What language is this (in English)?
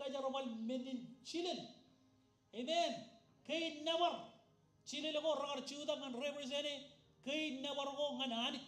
Marshallese